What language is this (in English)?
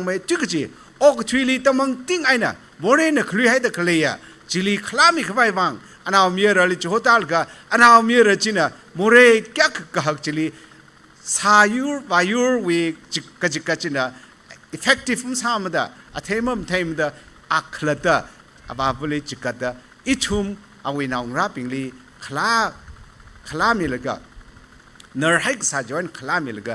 Tangkhul Naga (India)